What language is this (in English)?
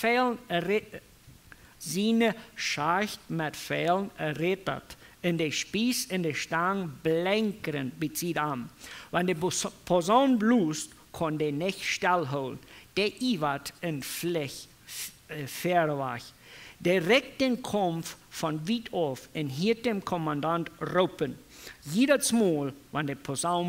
Plautdietsch